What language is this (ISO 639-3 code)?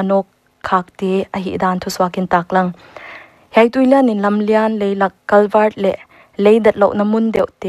pck